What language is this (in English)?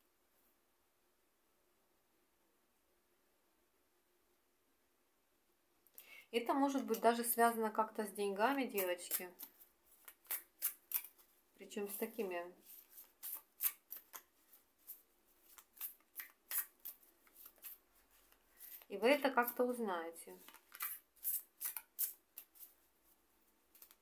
Russian